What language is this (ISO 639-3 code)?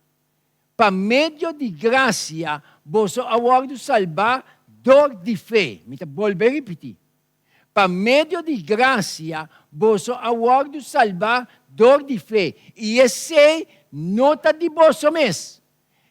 pap